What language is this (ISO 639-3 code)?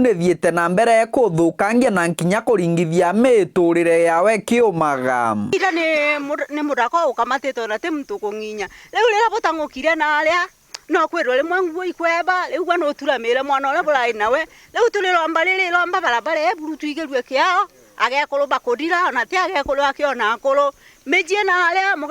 mer